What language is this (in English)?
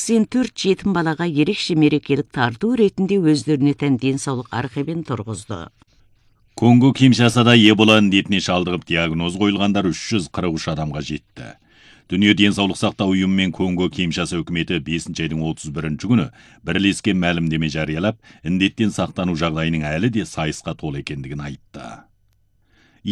Kazakh